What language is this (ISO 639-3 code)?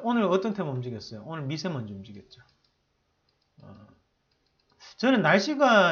kor